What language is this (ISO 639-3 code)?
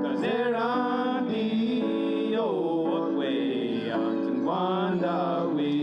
moh